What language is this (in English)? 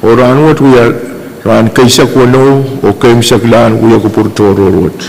Pohnpeian